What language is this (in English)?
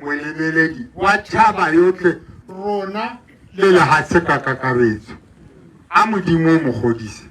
Tswana